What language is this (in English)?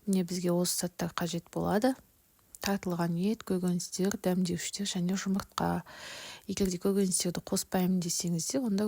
Kazakh